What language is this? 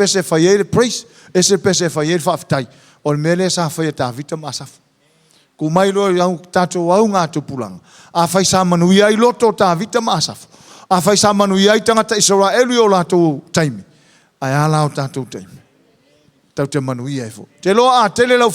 Samoan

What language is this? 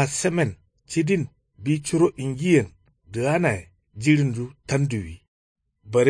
Kanuri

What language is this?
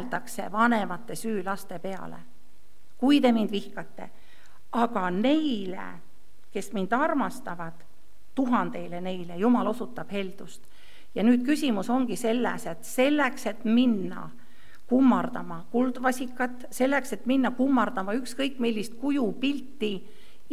Estonian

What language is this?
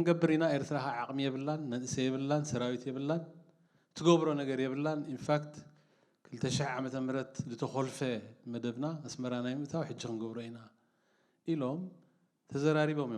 Tigrinya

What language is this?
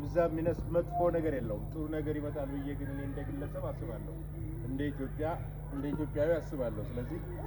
Amharic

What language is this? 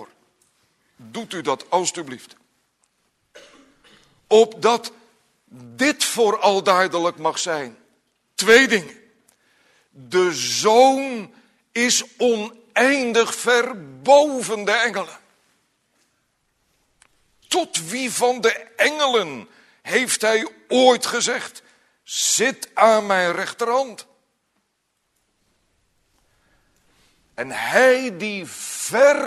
Dutch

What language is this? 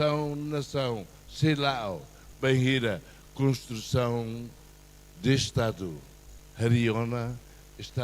Tetum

